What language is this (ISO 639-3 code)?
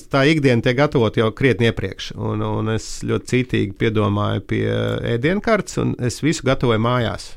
lav